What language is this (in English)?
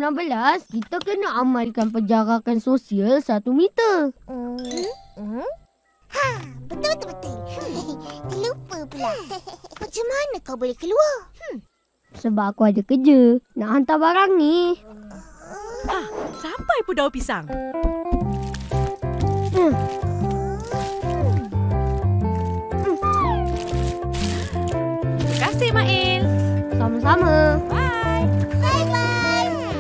Malay